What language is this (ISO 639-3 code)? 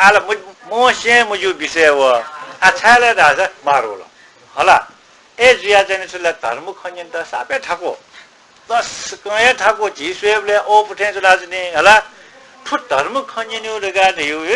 new